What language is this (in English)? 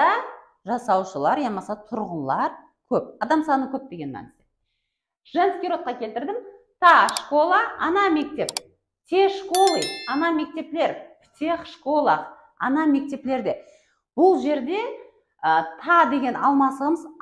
Kara-Kalpak